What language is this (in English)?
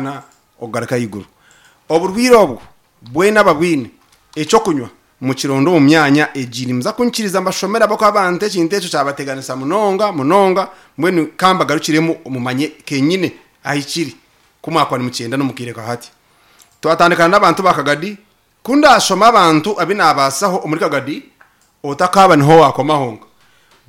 Nyankole